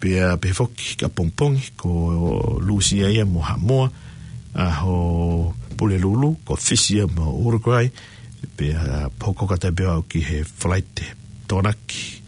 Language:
Tongan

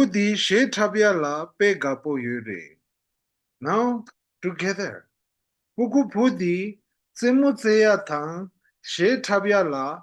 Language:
Tibetan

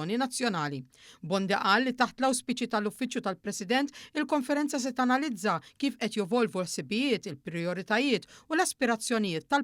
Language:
Maltese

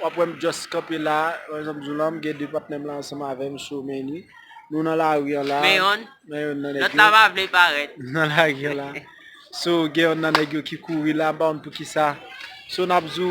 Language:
Haitian Creole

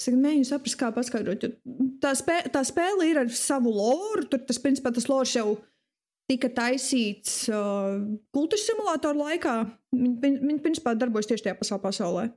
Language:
Latvian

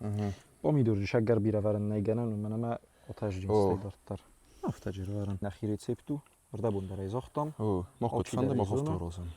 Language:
Ossetic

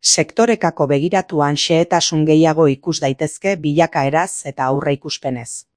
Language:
Basque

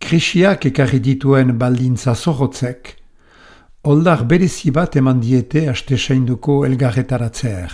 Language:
Basque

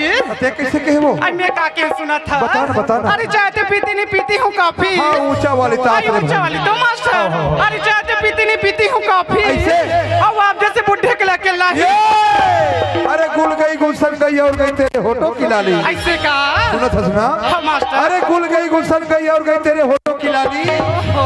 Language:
Chhattisgarhi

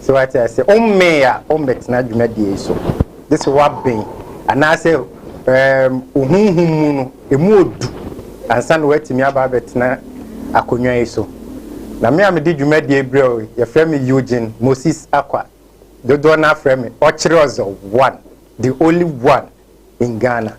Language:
Akan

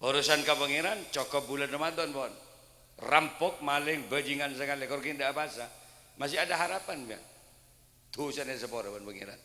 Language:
Madurese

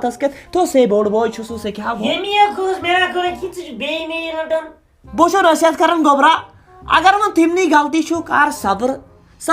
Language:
Kashmiri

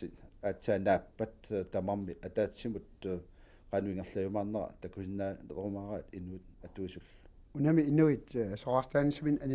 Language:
Kalaallisut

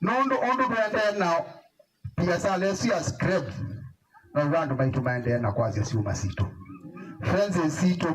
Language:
Kamba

